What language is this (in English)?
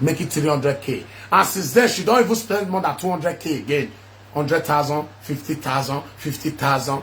Nigerian Pidgin